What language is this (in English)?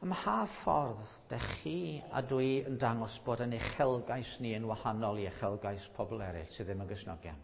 Welsh